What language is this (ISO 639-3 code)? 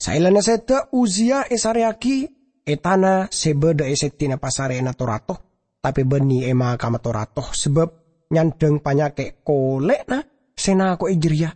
mad